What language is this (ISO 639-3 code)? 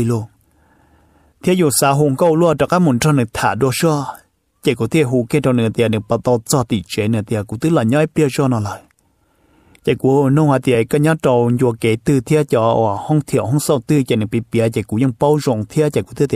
vie